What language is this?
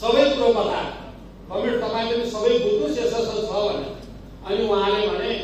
Nepali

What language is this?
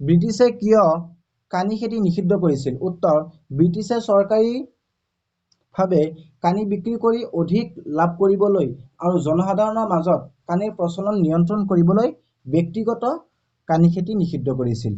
Assamese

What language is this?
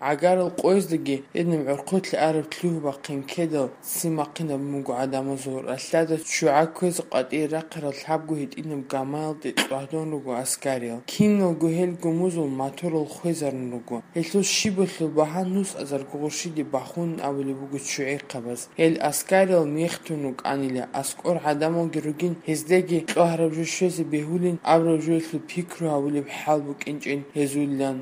Avaric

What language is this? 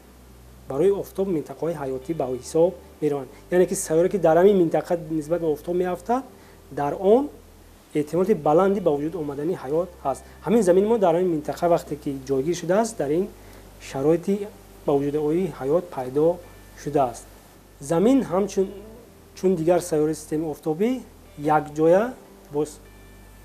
Tajik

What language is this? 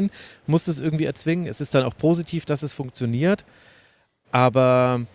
German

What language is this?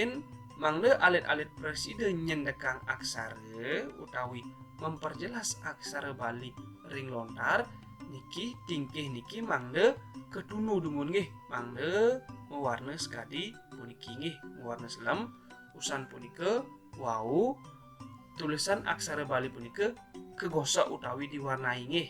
Balinese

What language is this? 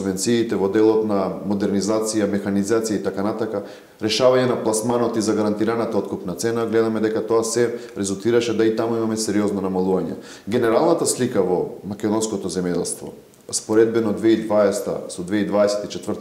Macedonian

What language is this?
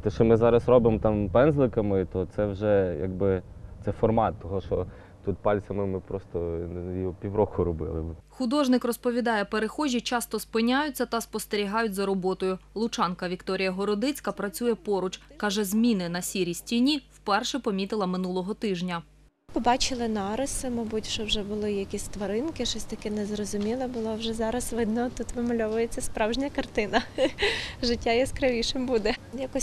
Ukrainian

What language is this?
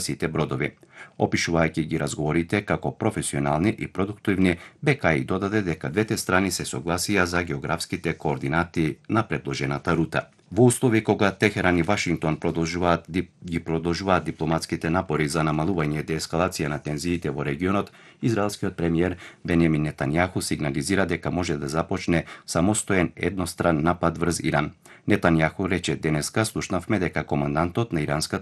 Macedonian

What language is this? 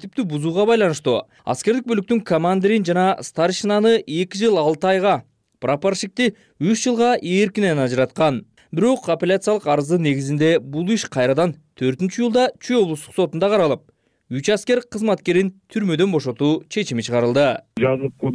Kyrgyz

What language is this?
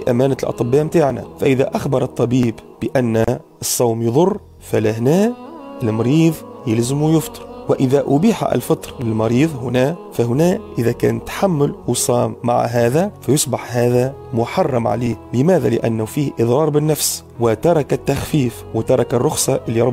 Tunisian Arabic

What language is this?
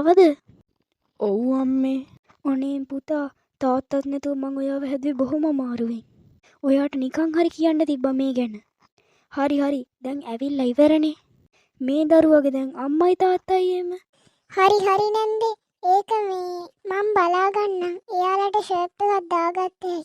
Sinhala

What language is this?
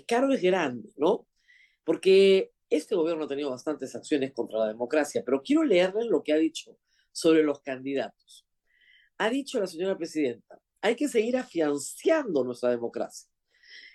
Spanish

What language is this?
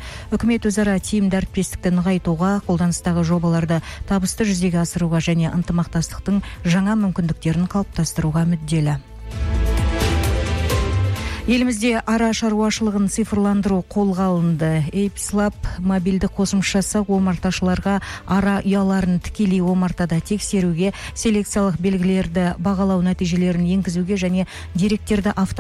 Kazakh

